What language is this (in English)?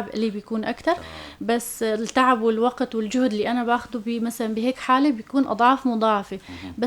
North Levantine Arabic